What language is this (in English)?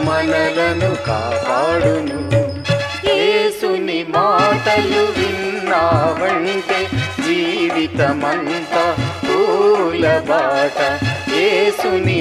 Telugu